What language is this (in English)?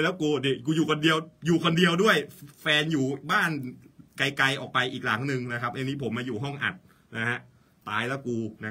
Thai